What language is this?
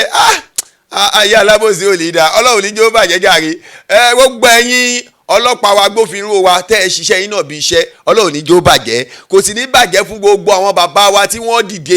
Yoruba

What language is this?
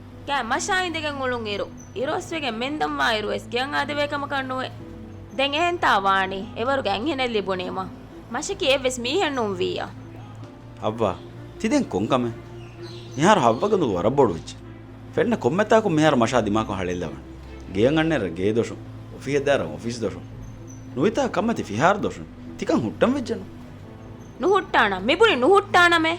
Divehi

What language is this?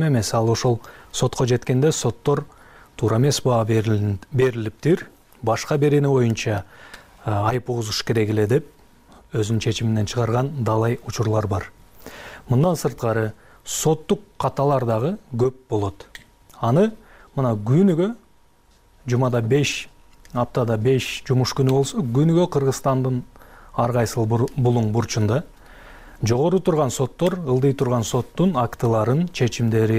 Kyrgyz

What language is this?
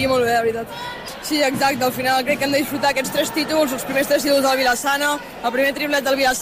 Catalan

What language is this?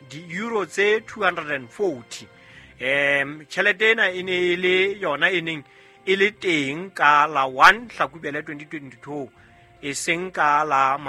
Southern Sotho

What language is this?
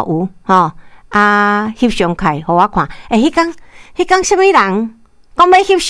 Min Nan Chinese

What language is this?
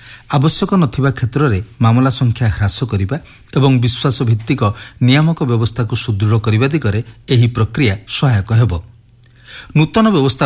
Odia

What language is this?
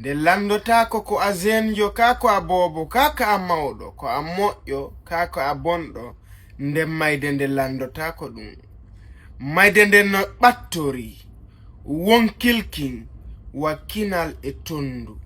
Fula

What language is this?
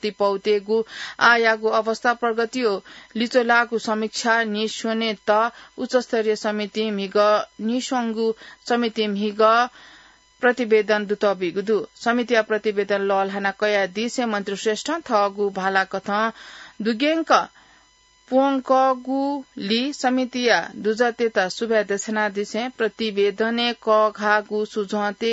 Newari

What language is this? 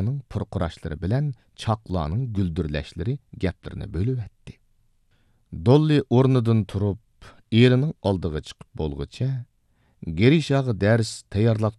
Uyghur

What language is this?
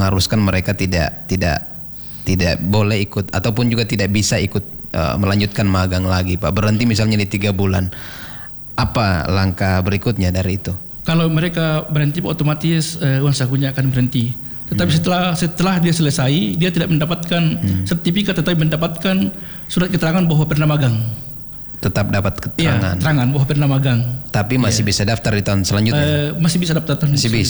Indonesian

